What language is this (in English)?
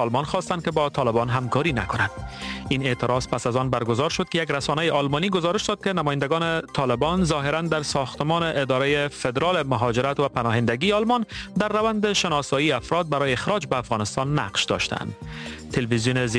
Persian